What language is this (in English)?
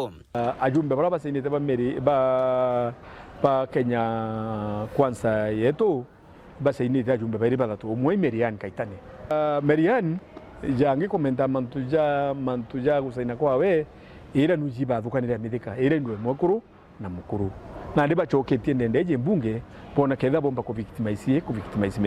Meru